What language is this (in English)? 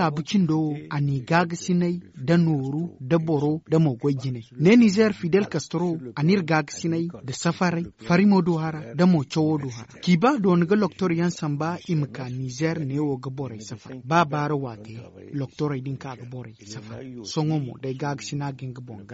Zarma